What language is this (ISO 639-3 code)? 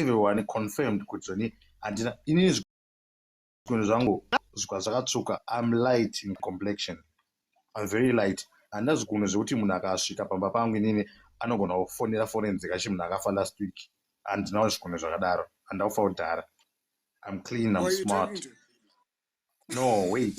sna